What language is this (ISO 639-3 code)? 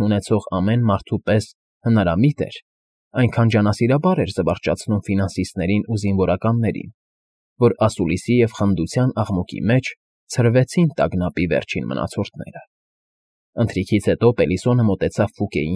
hye